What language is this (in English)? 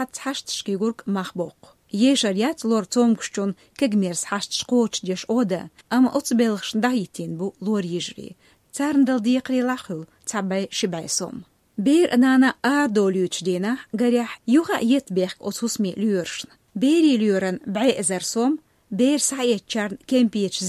Chechen